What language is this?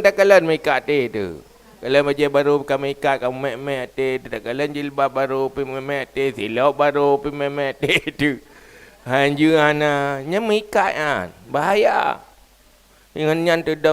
Achinese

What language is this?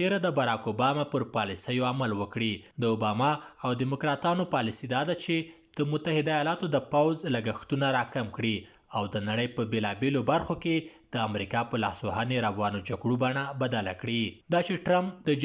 Pashto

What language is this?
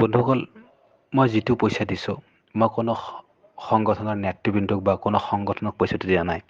Assamese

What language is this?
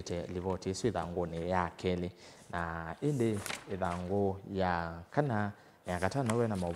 Kamba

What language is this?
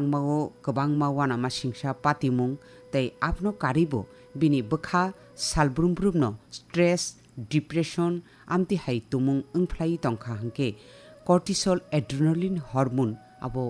Kok Borok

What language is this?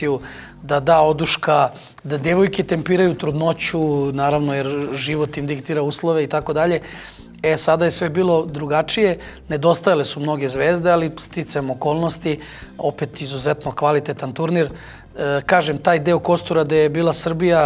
Serbian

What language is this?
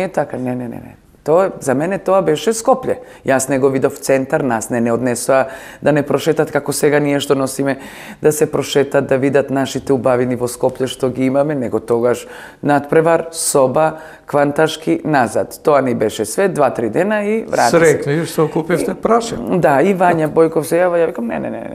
Macedonian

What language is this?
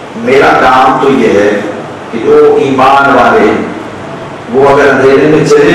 Urdu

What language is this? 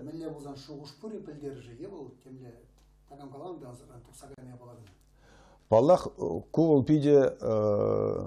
Chuvash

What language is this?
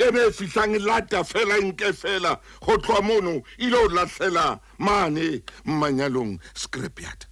Southern Sotho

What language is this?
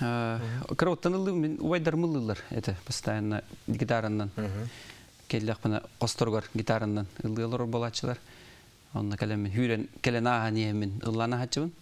Yakut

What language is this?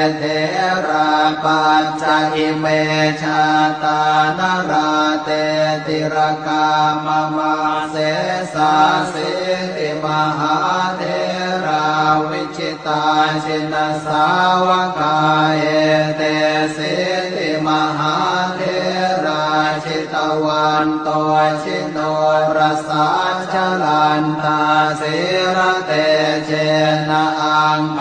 Pali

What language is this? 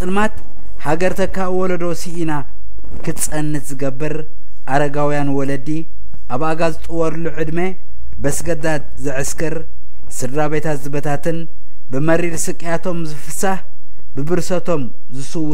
Tigrinya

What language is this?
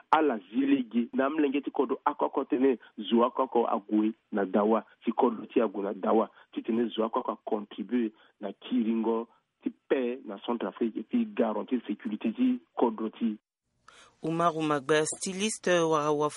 Sango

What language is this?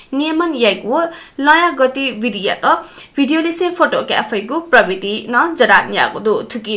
Newari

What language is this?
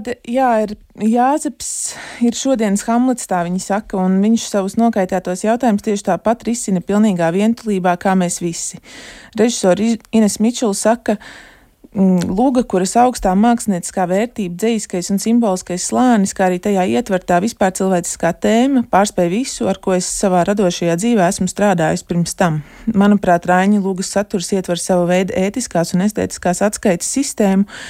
Latvian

